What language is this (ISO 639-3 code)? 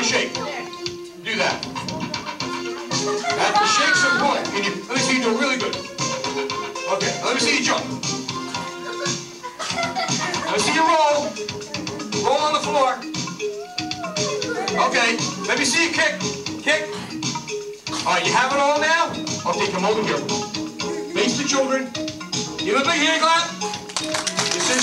eng